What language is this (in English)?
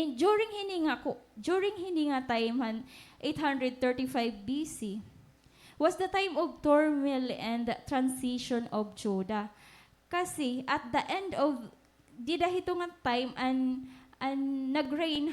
Waray